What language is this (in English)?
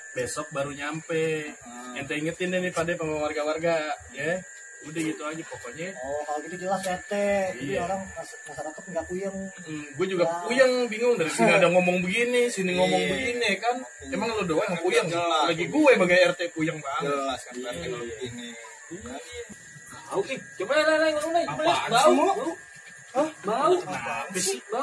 Betawi